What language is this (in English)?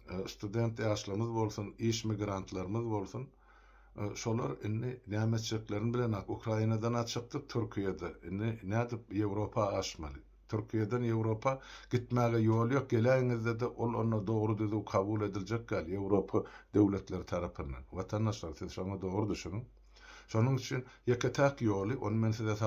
Turkmen